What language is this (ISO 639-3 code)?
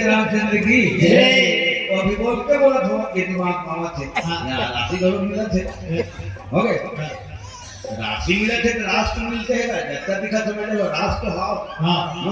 hne